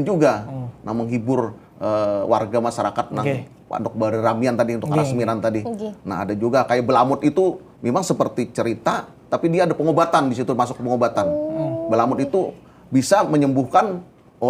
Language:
Banjar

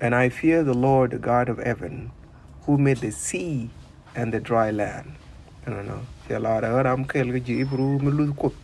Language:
Nuer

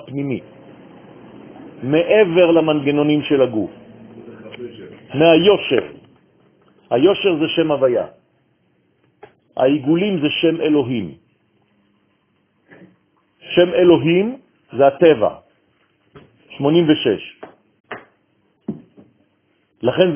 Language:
Hebrew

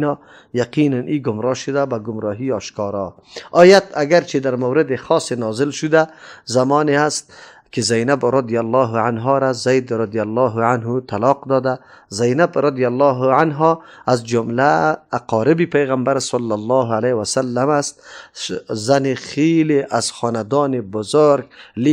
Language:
Persian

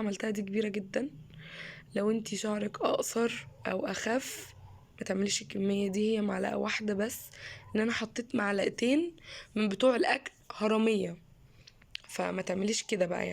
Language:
Egyptian Arabic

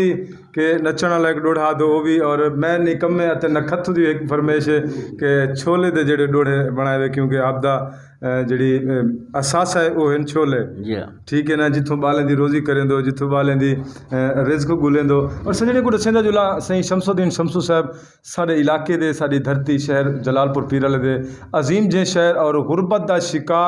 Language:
Saraiki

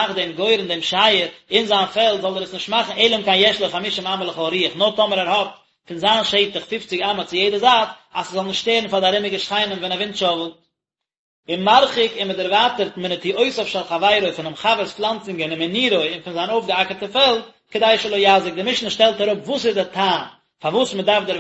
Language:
Yiddish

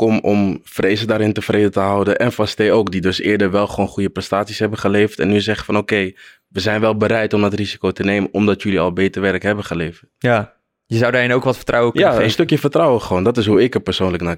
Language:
Dutch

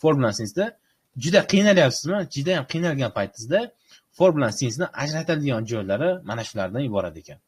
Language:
Uzbek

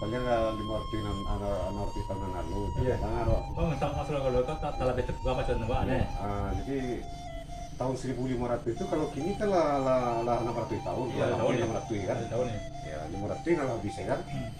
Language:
Minangkabau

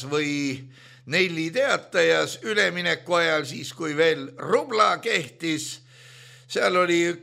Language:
Estonian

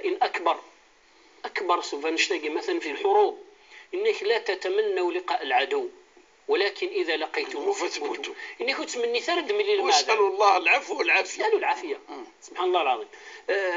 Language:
Kabyle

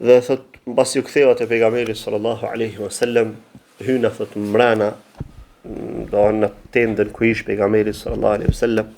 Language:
Albanian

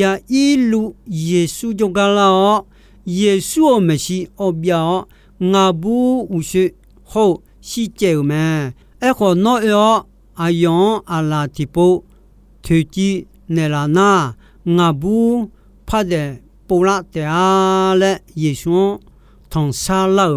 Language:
Akha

